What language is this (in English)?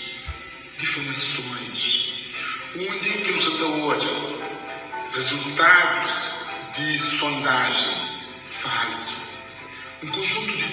Kabuverdianu